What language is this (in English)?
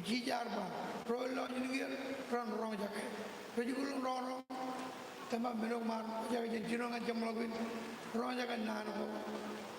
Marshallese